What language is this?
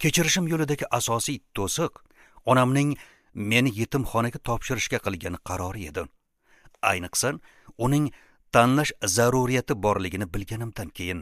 Uzbek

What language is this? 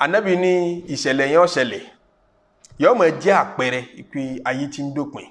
Yoruba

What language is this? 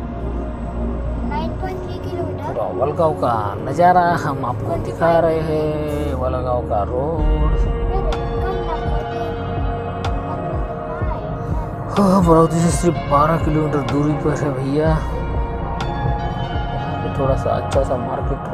Hindi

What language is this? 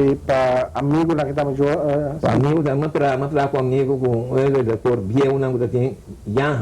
Papiamento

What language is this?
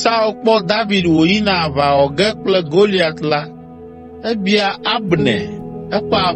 Ewe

